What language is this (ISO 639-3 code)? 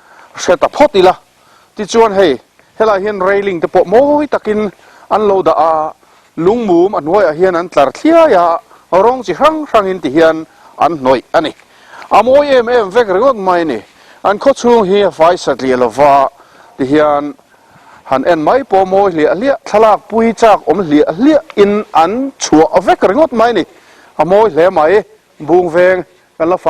lus